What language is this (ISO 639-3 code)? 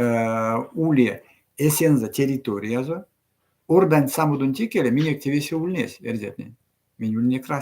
myv